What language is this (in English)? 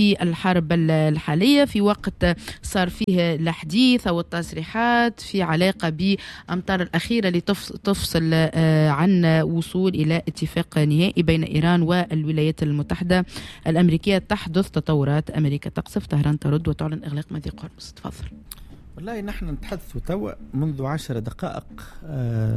Tunisian Arabic